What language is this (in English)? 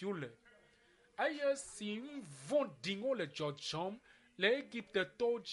Ewe